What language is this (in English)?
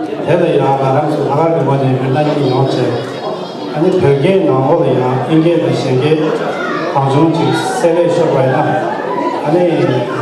Tibetan